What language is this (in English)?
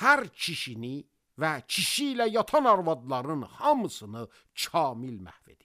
Azerbaijani